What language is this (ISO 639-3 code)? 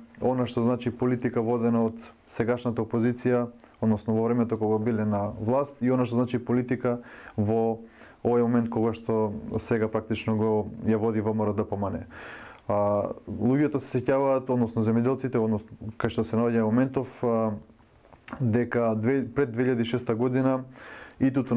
mkd